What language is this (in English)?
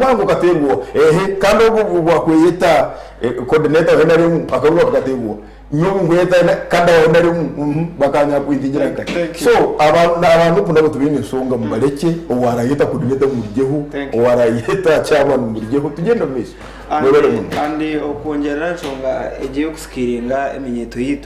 Nyankole